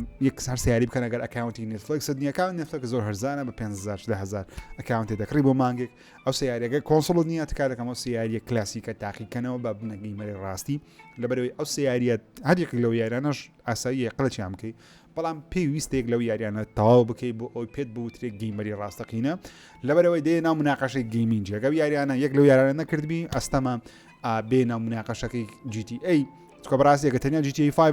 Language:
Central Kurdish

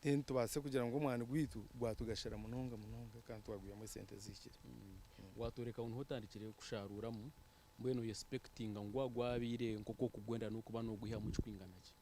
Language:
Nyankole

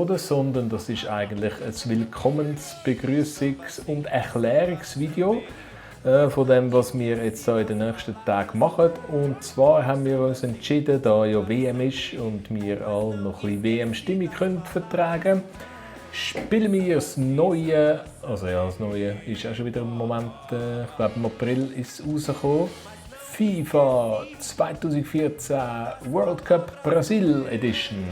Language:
Swiss German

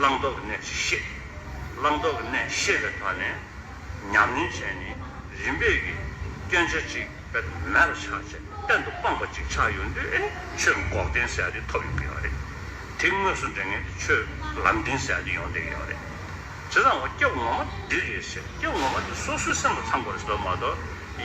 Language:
Tibetan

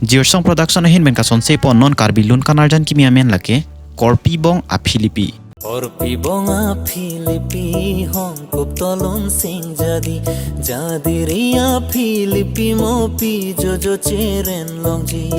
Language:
Karbi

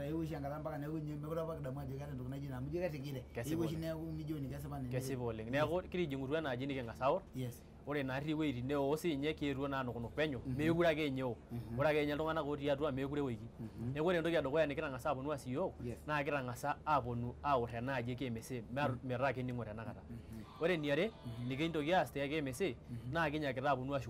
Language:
Masai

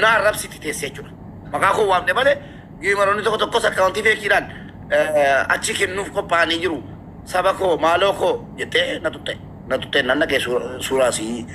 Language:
Oromo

